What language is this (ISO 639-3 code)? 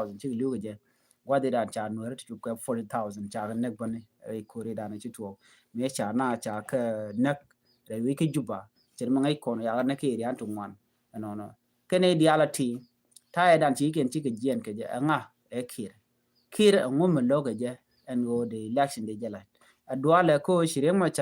nus